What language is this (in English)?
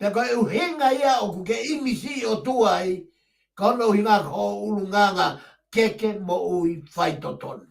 Tongan